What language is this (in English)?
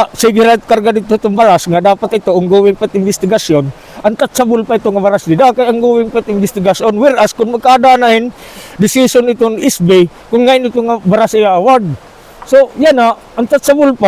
Waray